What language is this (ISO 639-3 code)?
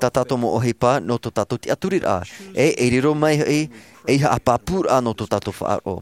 tah